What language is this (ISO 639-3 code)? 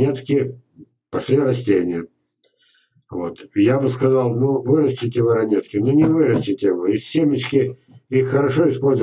rus